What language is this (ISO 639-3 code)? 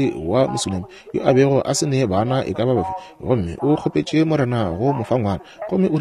nso